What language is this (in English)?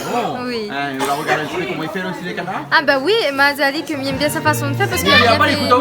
Réunion Creole French